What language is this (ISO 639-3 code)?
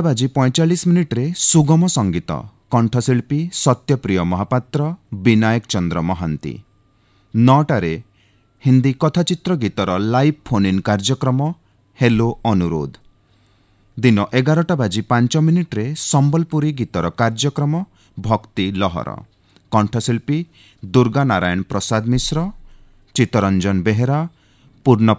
ori